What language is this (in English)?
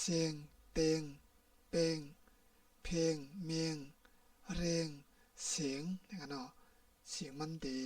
Shan